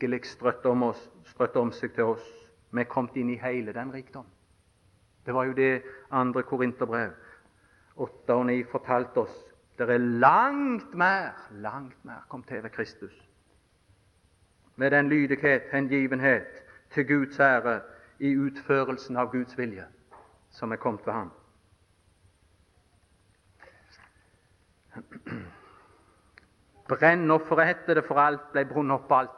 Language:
Norwegian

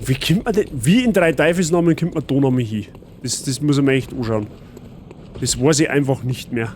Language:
Bavarian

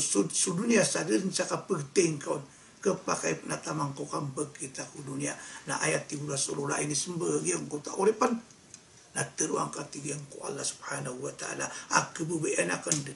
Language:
Maranao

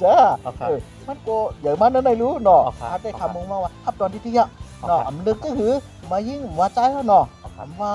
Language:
Shan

